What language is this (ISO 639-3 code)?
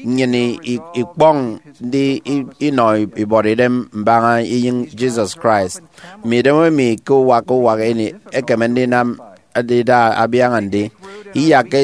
efi